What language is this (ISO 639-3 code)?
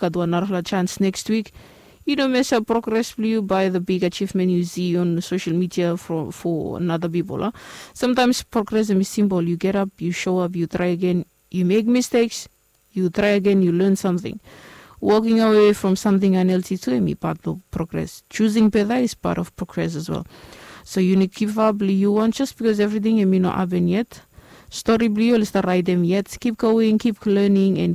bis